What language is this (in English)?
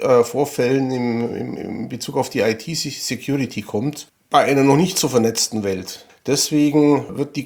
German